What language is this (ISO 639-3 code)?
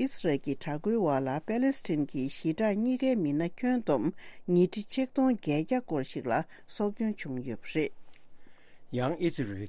bod